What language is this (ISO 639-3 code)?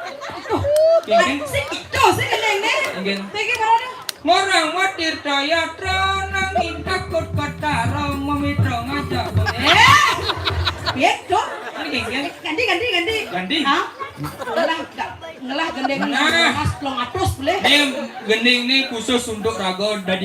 ban